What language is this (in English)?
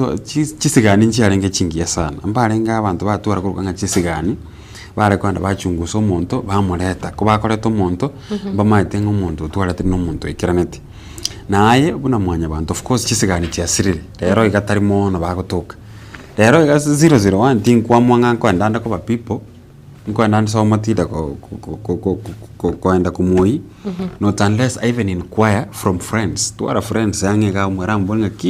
Gusii